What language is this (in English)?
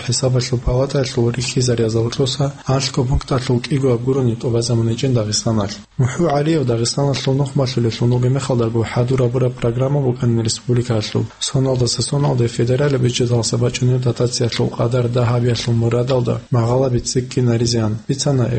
Avaric